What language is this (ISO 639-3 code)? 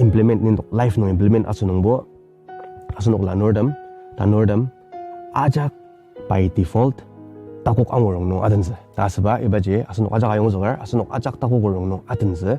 njo